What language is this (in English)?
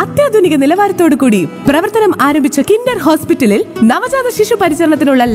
Malayalam